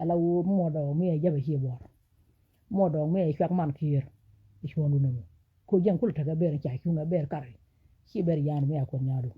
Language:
Nuer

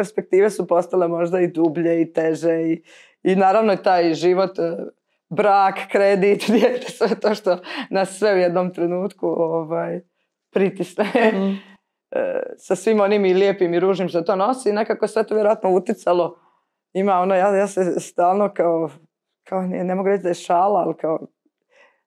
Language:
Croatian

